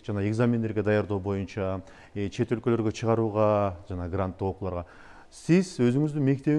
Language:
Kyrgyz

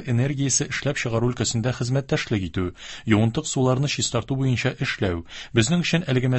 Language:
Tatar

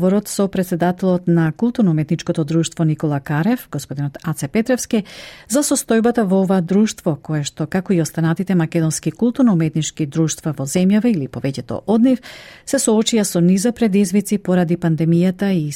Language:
Macedonian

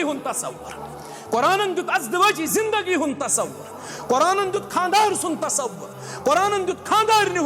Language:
Kashmiri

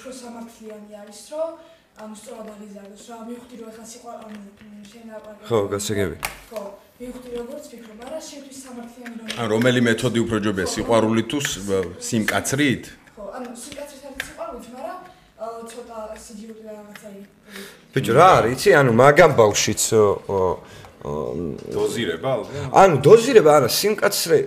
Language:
Georgian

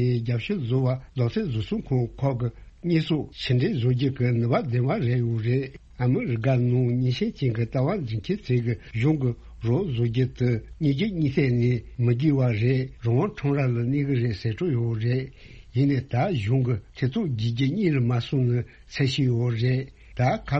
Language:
Tibetan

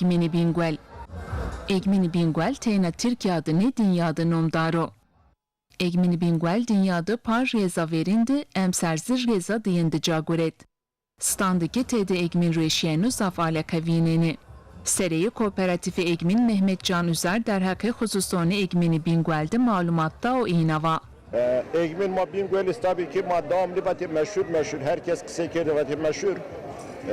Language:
Zaza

